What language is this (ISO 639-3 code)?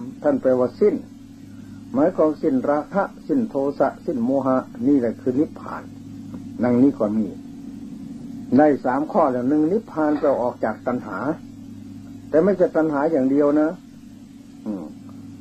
tha